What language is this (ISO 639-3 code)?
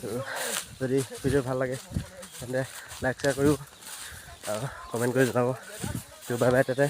asm